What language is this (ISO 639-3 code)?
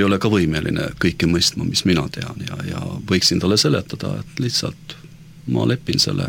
est